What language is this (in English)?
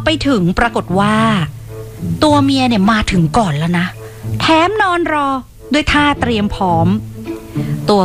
Thai